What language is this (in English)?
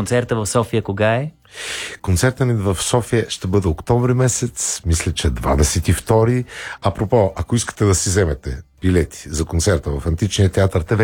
Bulgarian